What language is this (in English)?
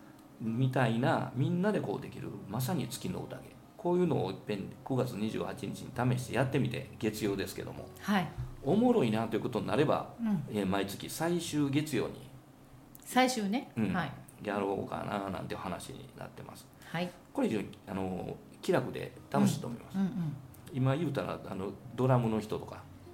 Japanese